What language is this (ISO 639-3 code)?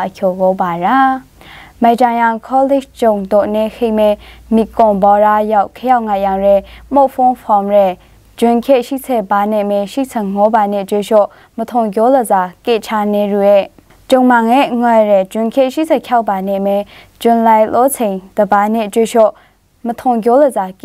mhx